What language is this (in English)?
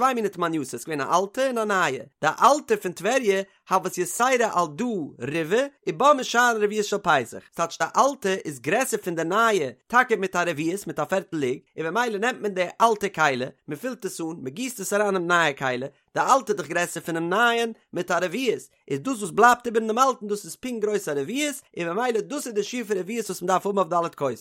Yiddish